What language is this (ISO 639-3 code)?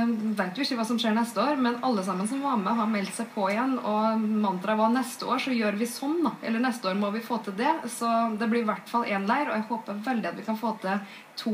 nor